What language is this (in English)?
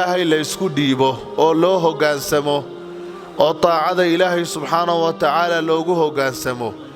Somali